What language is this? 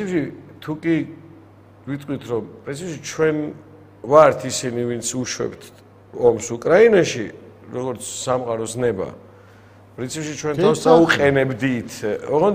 Georgian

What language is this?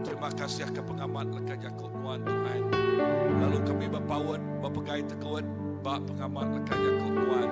Iban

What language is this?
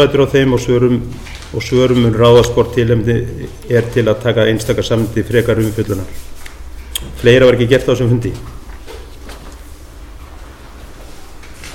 Icelandic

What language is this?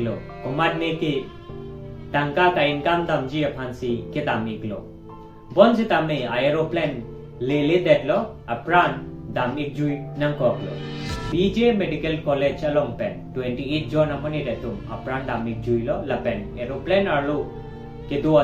Karbi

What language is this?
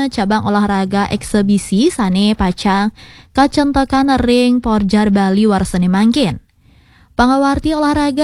Balinese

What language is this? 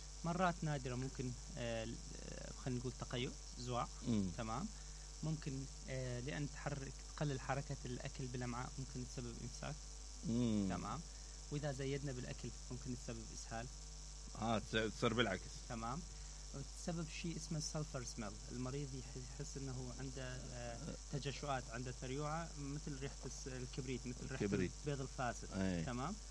Mesopotamian Arabic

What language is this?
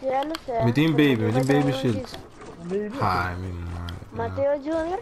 Papiamento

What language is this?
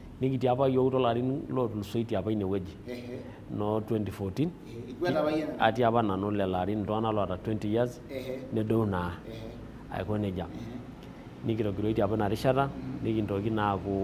Masai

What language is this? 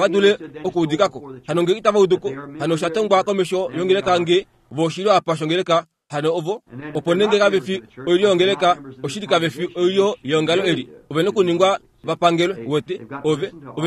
Kuanyama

